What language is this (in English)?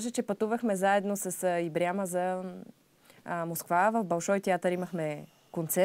Bulgarian